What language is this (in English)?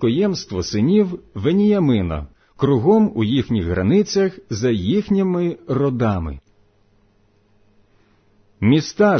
Ukrainian